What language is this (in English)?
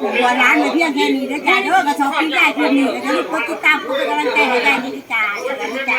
Northeastern Thai